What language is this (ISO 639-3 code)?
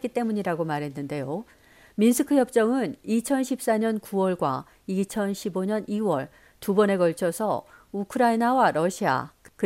kor